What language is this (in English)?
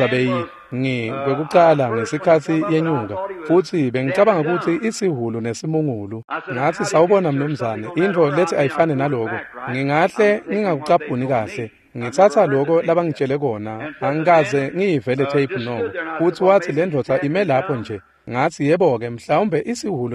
Swati